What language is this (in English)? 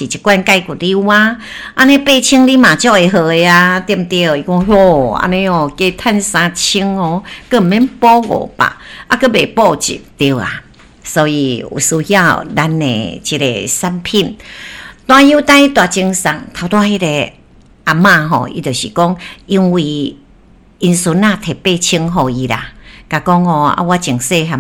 Min Nan Chinese